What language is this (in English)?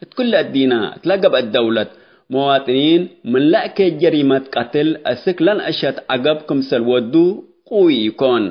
Tigre